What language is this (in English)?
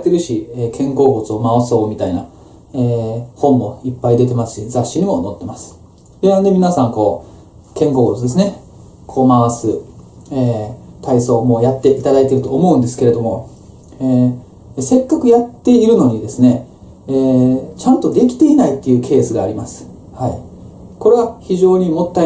Japanese